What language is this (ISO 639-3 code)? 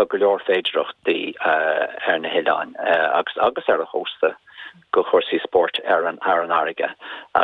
gle